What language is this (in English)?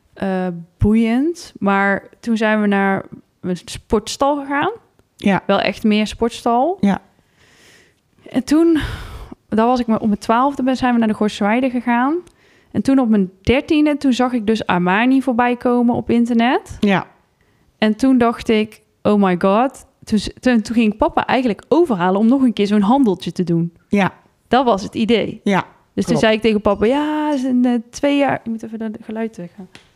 Dutch